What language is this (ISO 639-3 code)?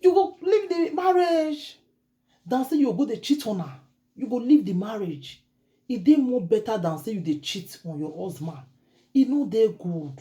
pcm